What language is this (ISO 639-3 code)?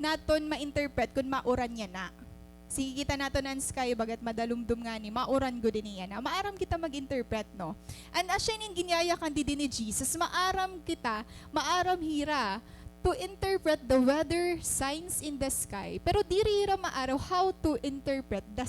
war